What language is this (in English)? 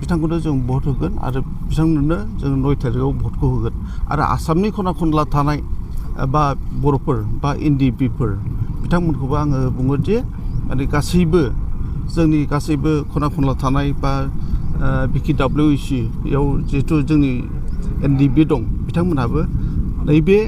Bodo